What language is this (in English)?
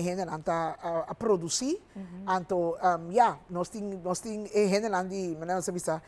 Papiamento